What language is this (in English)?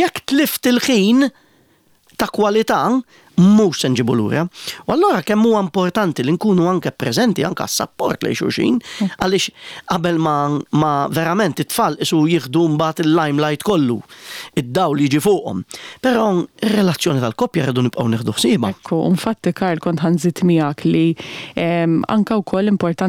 Maltese